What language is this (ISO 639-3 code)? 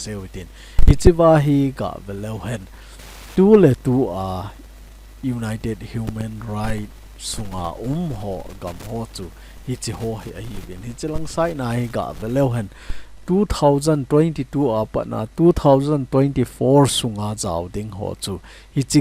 tcz